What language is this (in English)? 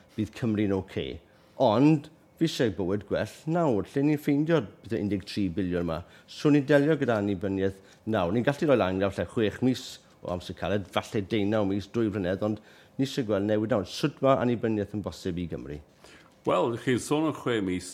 Welsh